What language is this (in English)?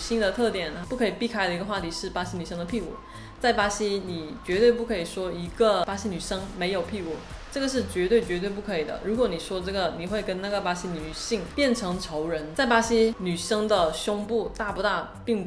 Chinese